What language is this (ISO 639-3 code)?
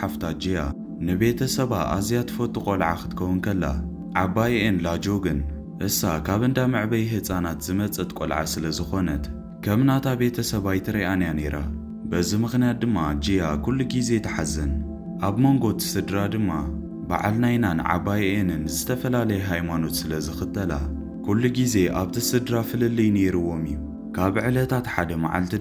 tir